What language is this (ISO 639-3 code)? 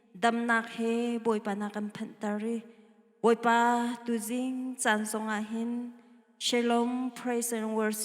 cnh